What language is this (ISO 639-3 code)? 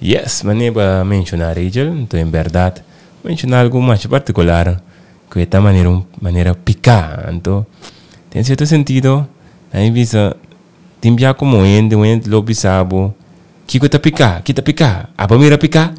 pap